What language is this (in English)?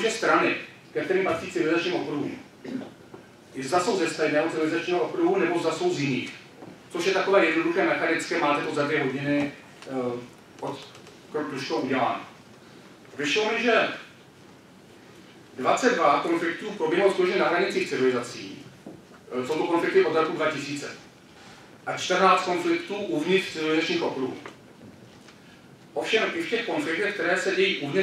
Czech